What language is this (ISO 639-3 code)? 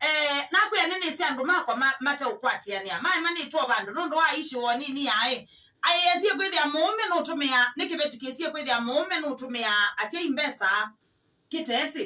kam